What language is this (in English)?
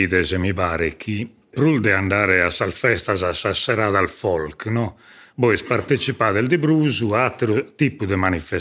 Sardinian